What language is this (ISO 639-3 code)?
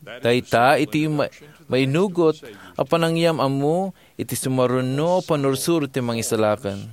ilo